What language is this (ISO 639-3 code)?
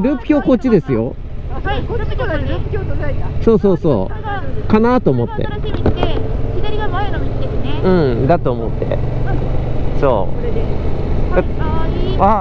jpn